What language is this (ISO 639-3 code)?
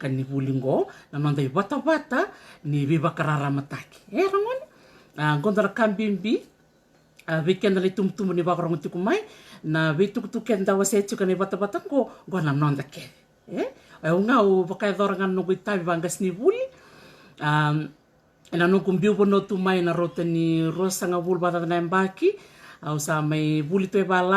fij